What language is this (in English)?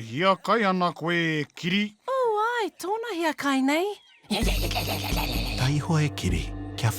Māori